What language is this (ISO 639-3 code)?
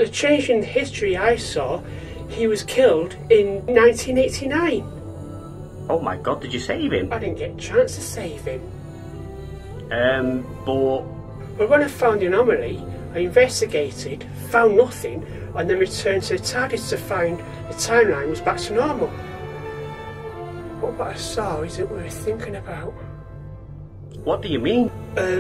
eng